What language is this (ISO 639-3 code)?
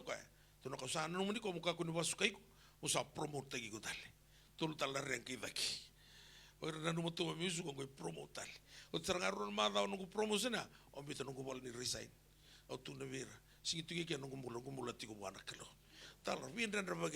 fij